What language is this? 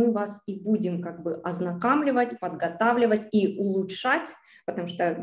Russian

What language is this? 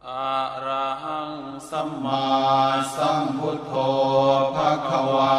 Pali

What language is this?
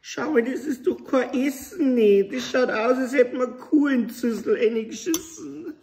Bavarian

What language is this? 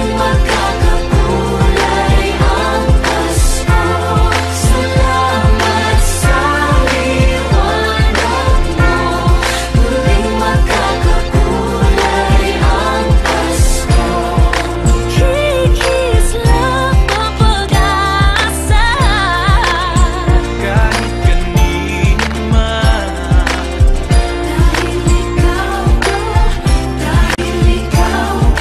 Filipino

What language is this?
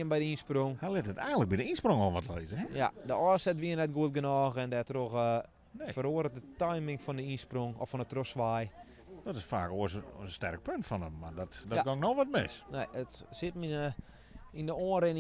Western Frisian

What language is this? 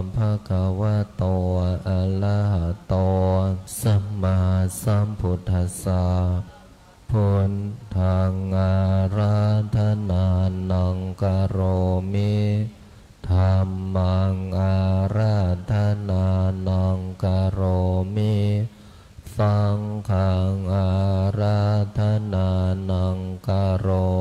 Pali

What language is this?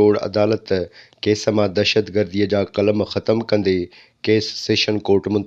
Sindhi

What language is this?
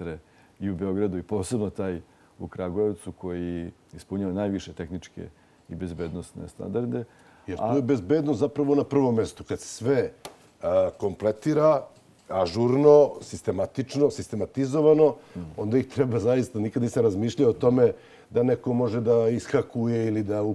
Serbian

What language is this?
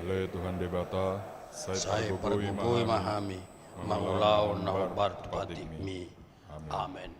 Batak Toba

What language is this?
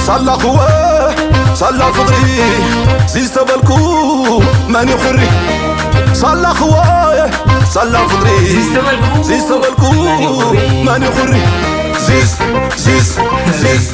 Tigrinya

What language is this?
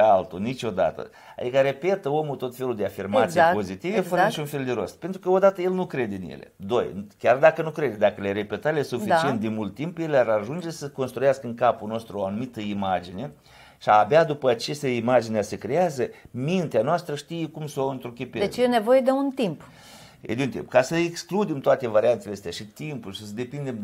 Romanian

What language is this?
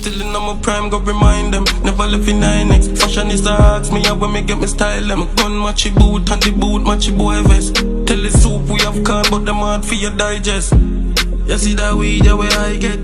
Jamaican Creole English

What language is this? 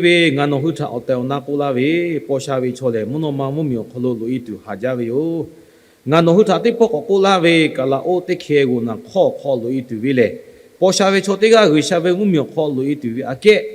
Lahu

